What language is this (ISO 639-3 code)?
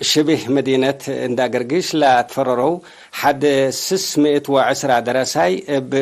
tig